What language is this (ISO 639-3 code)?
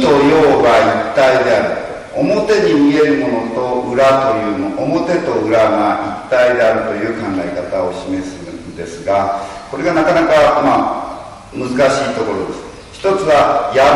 jpn